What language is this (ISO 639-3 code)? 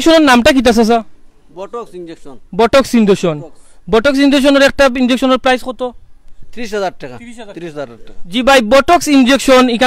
syl